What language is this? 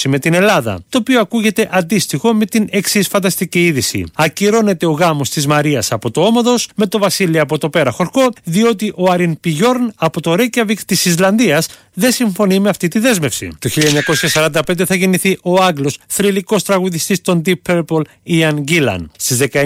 Greek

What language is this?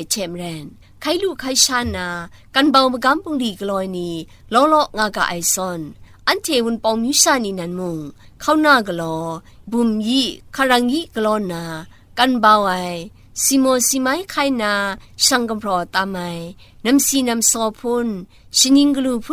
Kachin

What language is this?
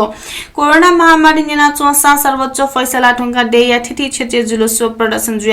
Newari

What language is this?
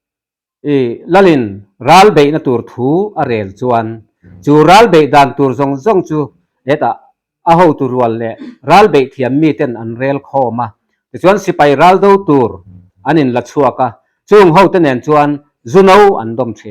Mizo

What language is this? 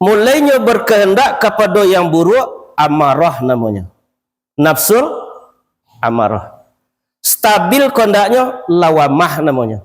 Minangkabau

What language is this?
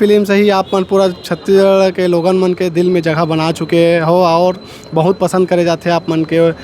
Chhattisgarhi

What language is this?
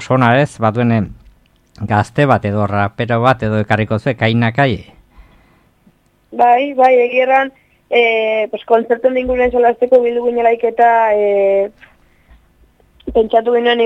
Basque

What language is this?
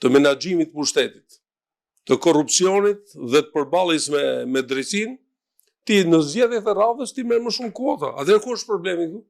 Albanian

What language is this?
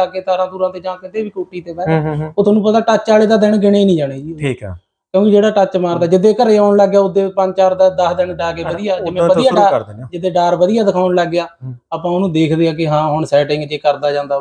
Punjabi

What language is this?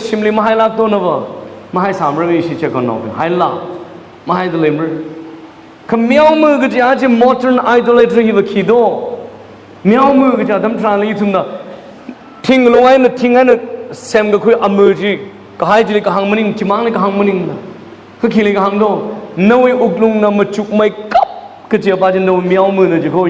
Tangkhul Naga (India)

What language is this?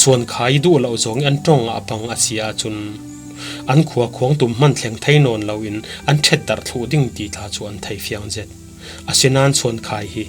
Falam Chin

